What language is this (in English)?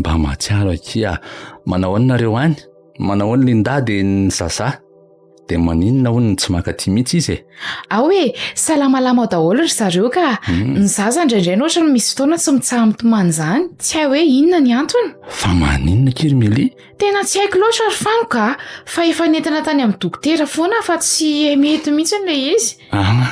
Malagasy